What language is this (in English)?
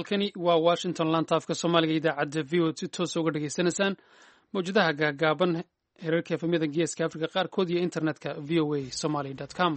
Somali